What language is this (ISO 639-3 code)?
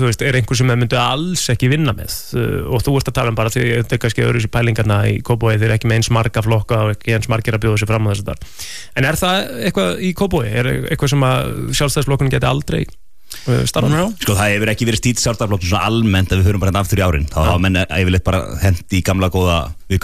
isl